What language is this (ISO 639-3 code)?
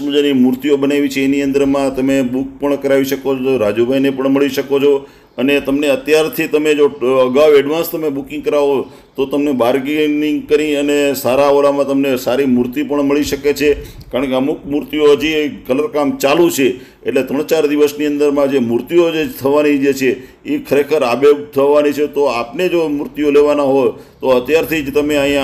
guj